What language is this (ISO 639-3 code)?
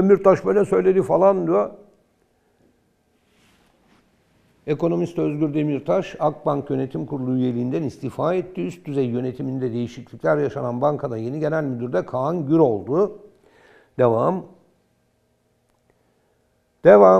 tur